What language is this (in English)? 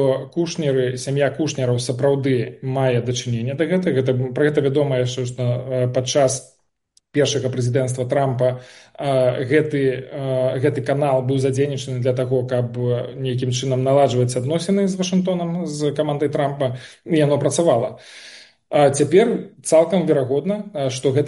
Belarusian